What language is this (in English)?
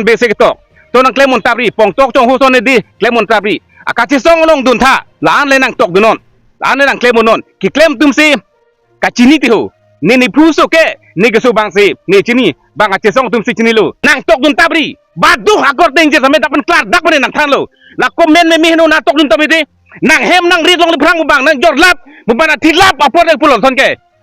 Karbi